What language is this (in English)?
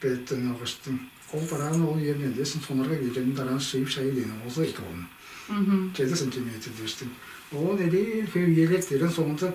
Tuvinian